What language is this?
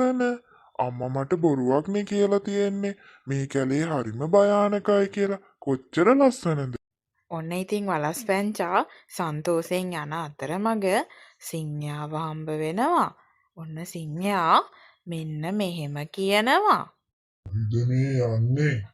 Sinhala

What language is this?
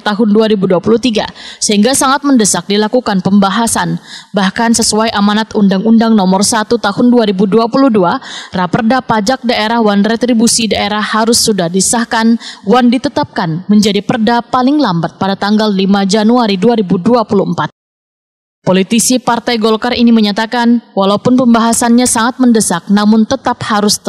Banjar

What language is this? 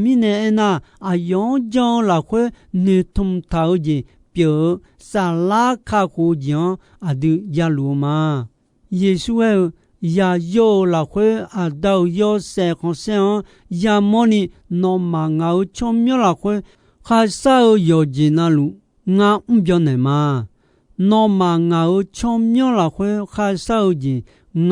Akha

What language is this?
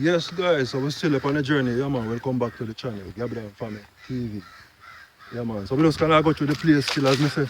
Jamaican Creole English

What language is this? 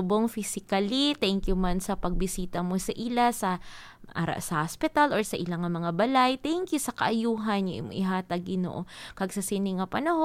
Hiligaynon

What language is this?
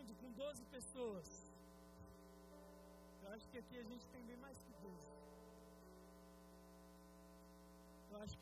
Portuguese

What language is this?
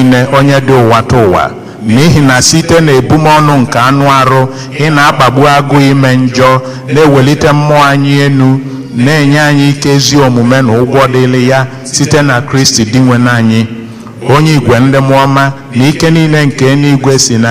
Igbo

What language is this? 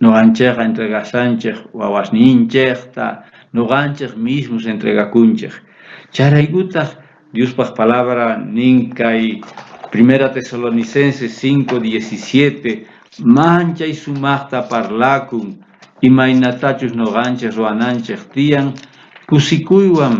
South Bolivian Quechua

